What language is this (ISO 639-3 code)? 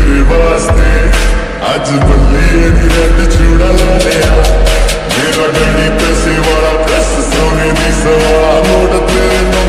pan